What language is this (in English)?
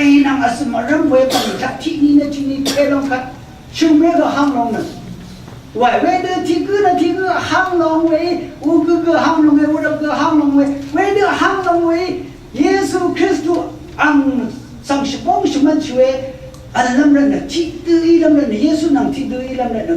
Rawang